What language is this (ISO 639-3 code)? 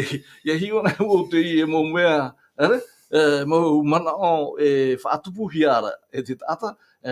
tah